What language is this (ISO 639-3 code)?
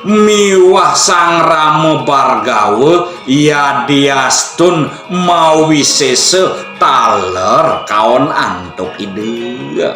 ban